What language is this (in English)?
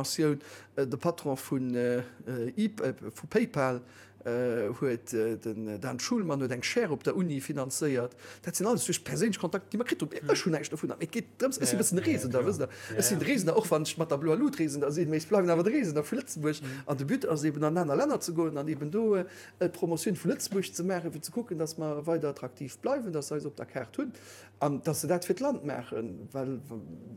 Luxembourgish